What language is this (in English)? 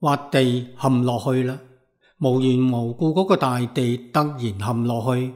Cantonese